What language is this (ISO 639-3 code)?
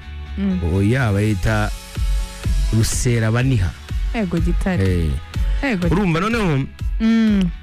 kin